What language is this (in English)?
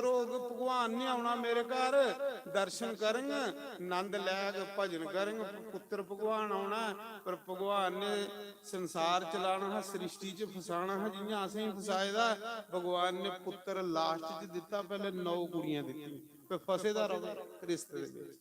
Dogri